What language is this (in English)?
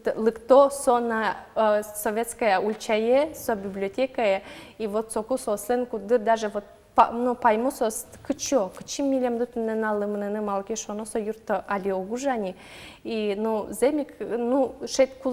Udmurt